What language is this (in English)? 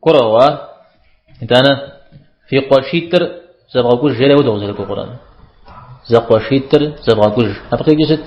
Kabardian